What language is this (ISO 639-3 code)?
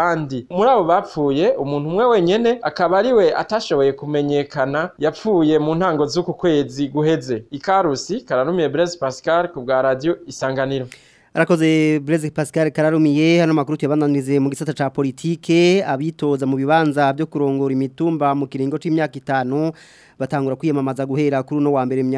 run